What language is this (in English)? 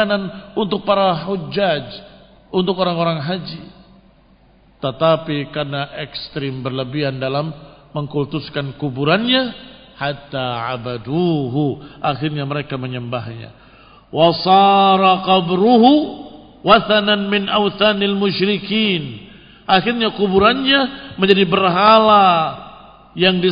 Indonesian